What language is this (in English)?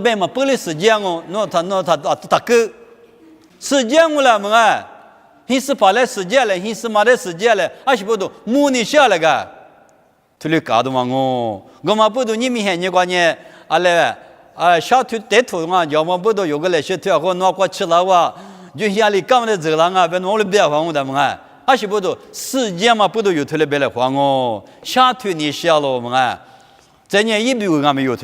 Lisu